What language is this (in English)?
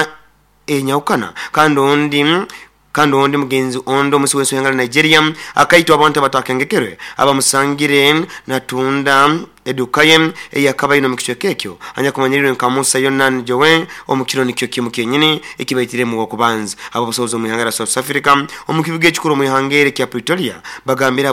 Nyankole